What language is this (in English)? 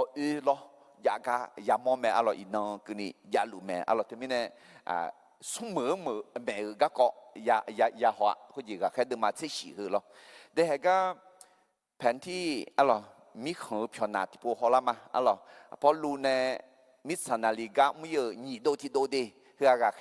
Akha